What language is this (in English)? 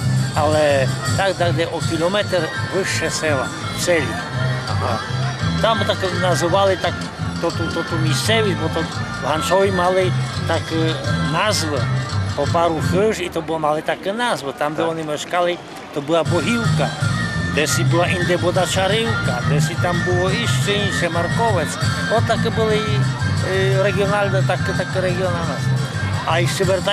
Rusyn